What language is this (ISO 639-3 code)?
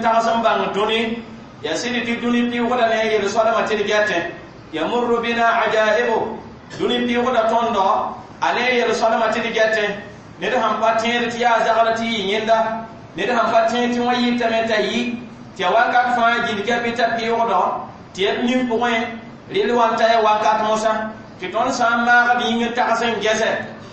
mos